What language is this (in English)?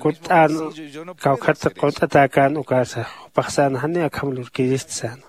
Aymara